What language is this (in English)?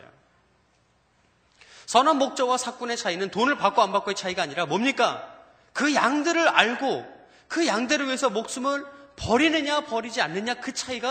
Korean